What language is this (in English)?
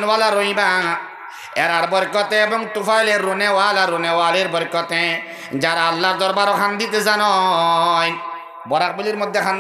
Sylheti